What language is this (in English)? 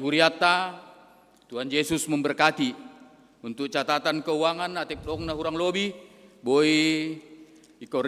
Batak Simalungun